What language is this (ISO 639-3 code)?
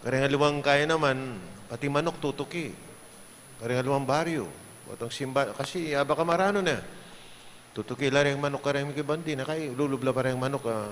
pam